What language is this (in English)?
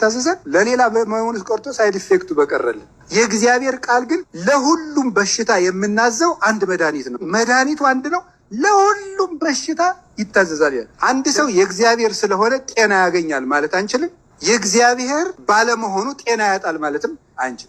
Amharic